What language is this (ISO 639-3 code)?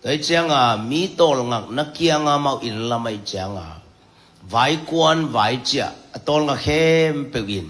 ctd